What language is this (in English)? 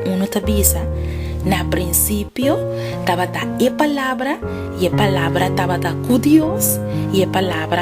Papiamento